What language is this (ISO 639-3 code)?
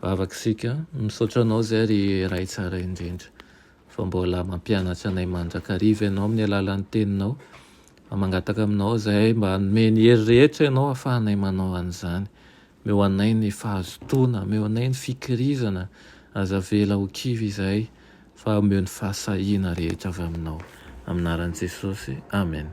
mlg